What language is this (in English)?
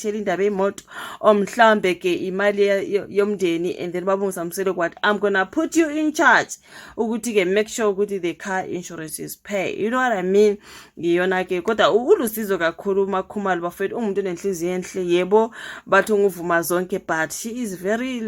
Zulu